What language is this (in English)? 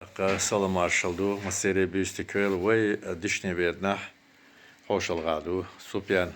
Chechen